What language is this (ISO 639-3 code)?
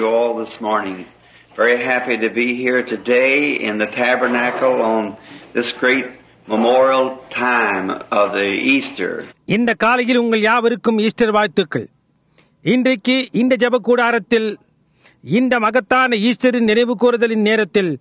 tam